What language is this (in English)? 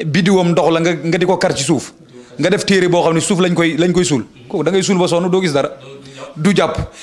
Wolof